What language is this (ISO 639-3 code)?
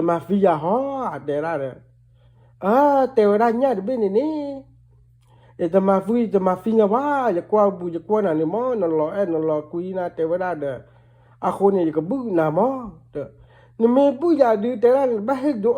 ksw